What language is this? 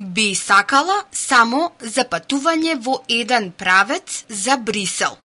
Macedonian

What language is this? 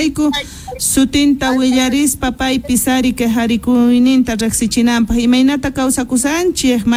South Bolivian Quechua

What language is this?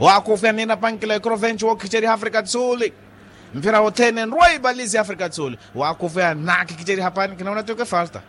Makhuwa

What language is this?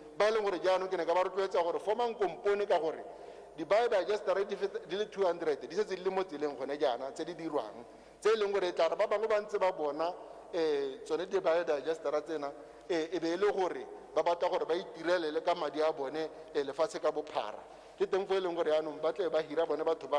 Tswana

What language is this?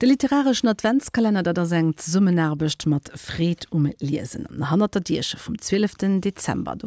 Luxembourgish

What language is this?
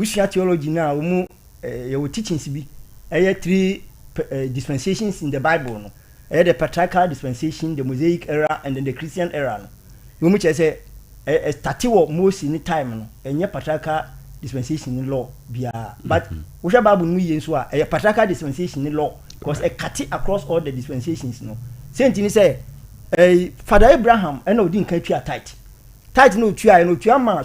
Akan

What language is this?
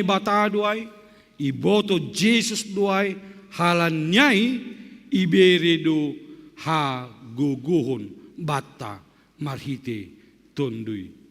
Batak Simalungun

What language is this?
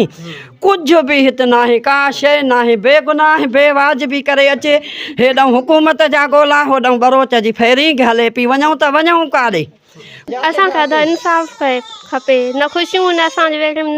Sindhi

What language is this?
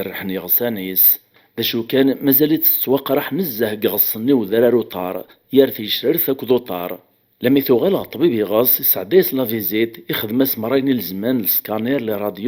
Kabyle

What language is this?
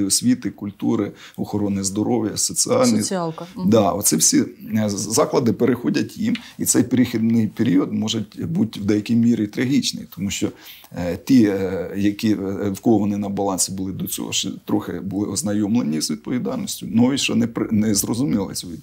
Ukrainian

